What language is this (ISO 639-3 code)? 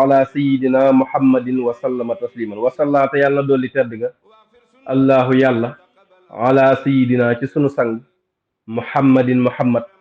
wol